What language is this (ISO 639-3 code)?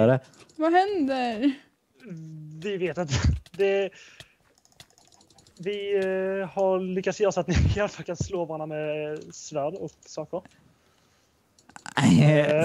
swe